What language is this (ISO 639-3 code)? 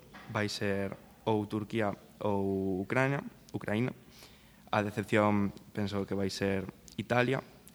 glg